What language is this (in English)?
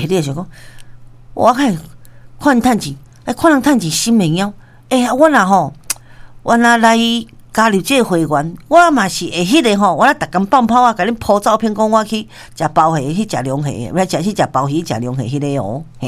Min Nan Chinese